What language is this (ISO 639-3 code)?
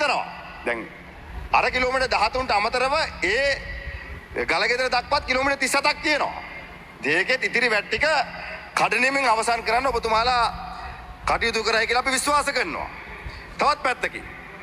sin